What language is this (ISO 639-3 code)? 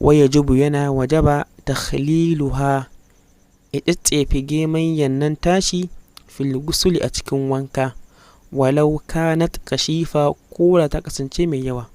hau